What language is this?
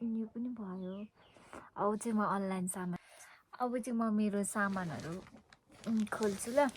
Nepali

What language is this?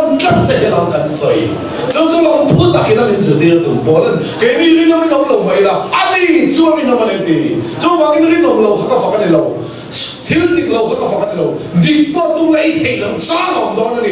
Mizo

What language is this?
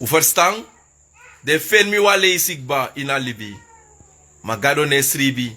Sranan Tongo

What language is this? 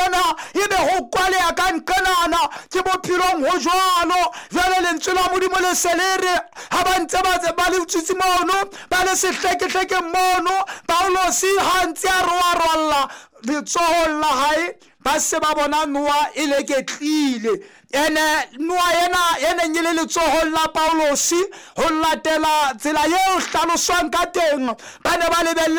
Southern Sotho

